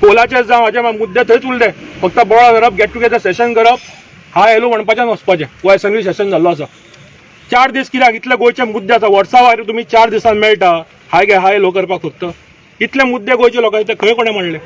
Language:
Konkani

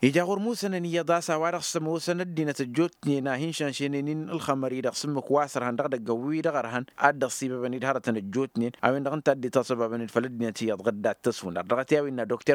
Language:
Tamasheq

